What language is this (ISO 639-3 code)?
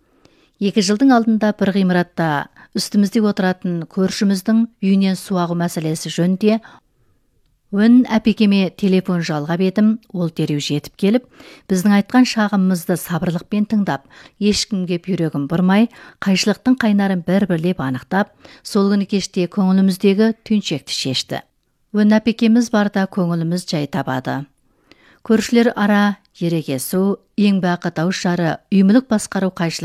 kaz